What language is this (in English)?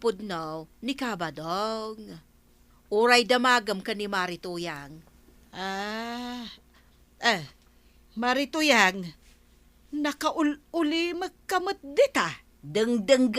Iloko